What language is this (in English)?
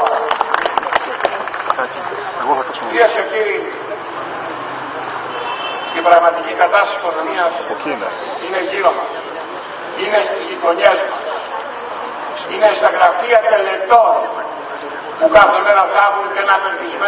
Greek